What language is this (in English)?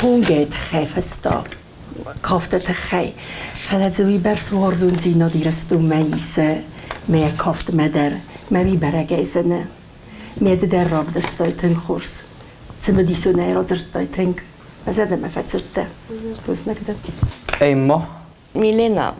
Ossetic